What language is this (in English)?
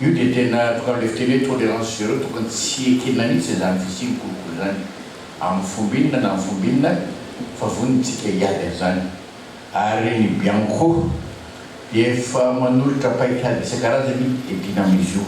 Malagasy